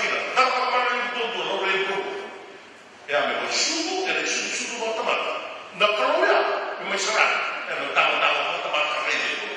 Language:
Fijian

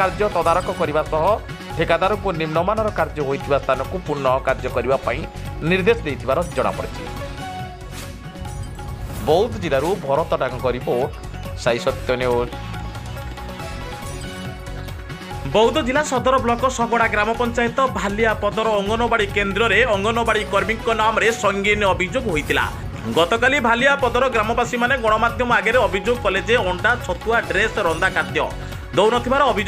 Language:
Odia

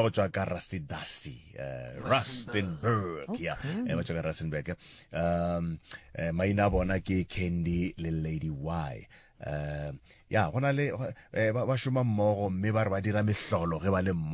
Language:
Northern Sotho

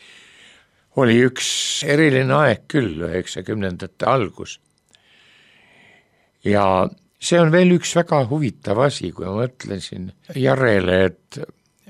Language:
Estonian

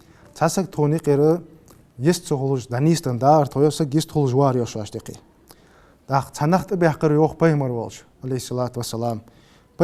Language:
Ingush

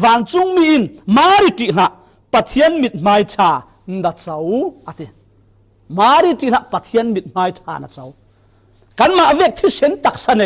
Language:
Falam Chin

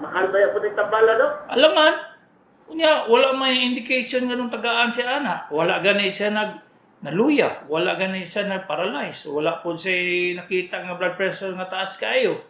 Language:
Cebuano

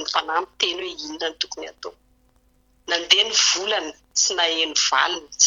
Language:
Malagasy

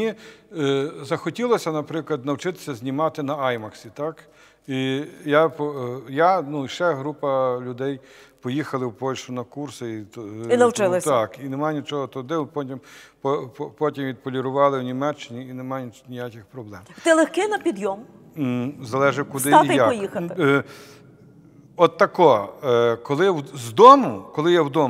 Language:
Ukrainian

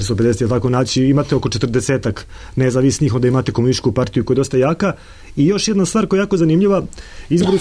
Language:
Serbian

